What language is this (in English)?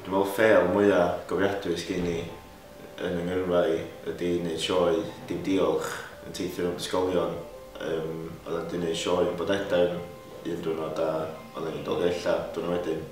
Welsh